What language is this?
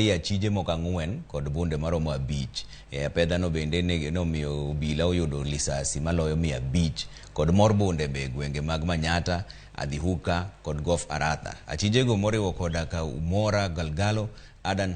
Luo (Kenya and Tanzania)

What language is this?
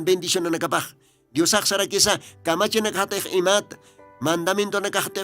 Aymara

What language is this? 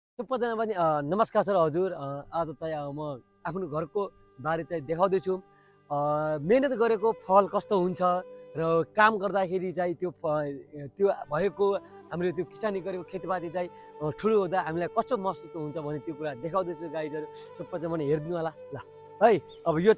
Nepali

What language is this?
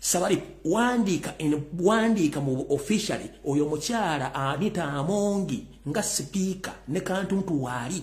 Ganda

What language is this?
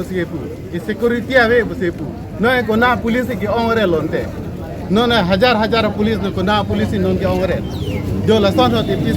Karbi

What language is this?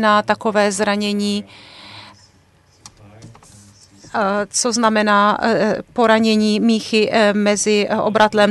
Czech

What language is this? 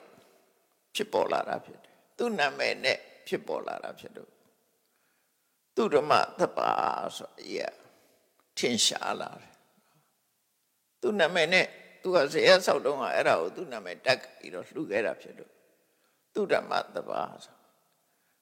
Burmese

